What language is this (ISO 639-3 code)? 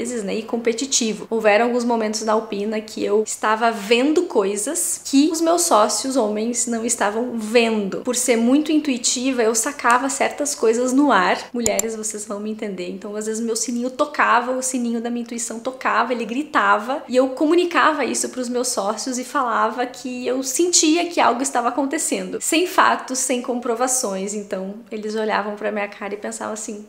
por